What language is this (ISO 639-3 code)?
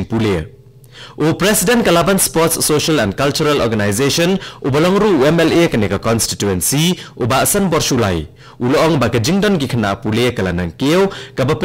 kha